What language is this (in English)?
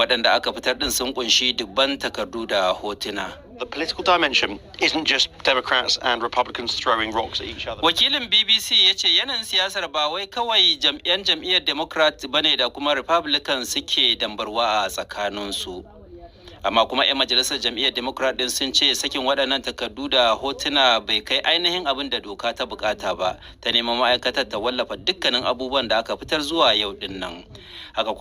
Hausa